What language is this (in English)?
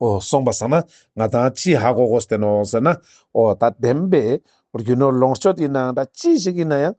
Ladakhi